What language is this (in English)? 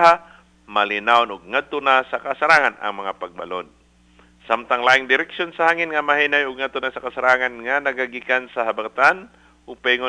Cebuano